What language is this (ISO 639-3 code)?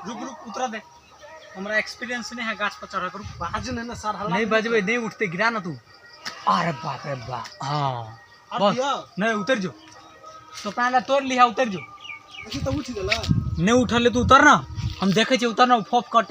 mai